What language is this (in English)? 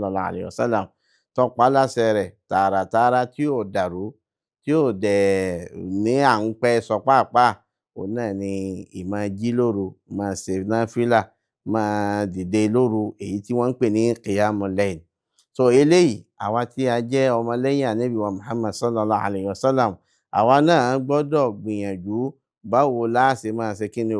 Yoruba